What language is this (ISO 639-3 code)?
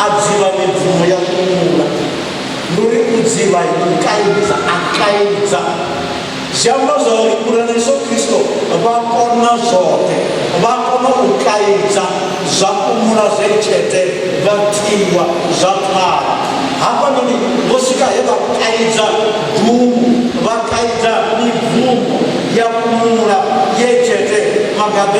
ven